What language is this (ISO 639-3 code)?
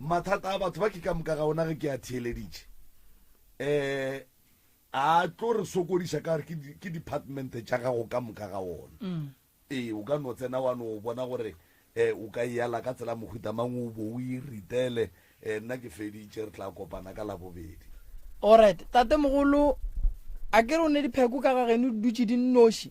nso